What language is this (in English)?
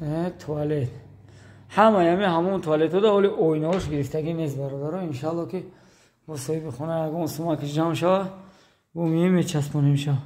Tajik